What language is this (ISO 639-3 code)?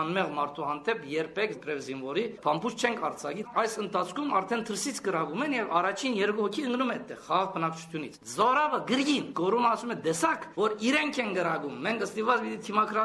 hye